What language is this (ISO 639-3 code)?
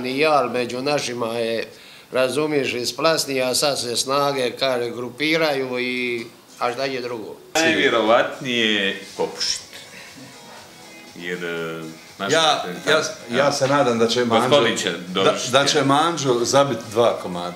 hrv